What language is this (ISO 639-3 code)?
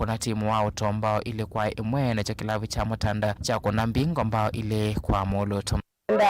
kam